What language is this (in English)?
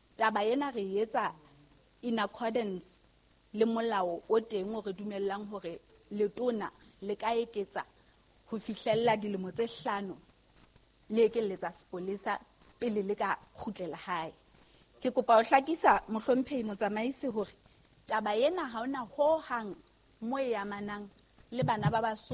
Southern Sotho